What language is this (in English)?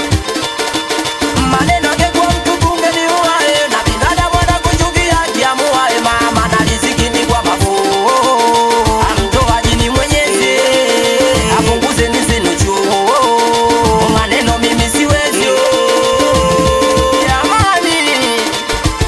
Swahili